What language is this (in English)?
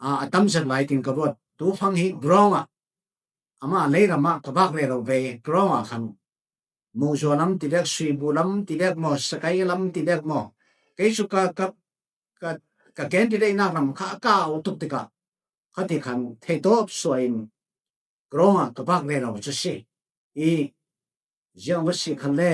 Falam Chin